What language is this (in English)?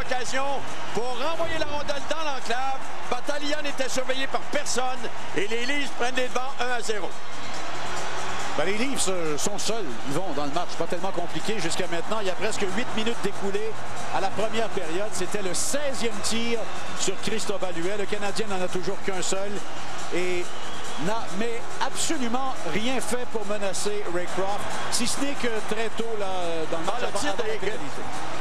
French